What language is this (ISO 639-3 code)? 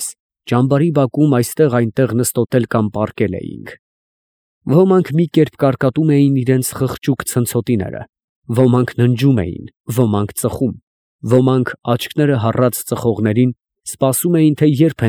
hye